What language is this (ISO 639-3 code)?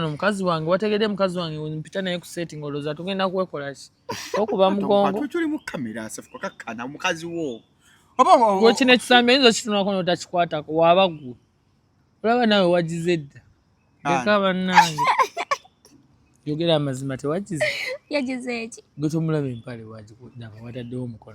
lug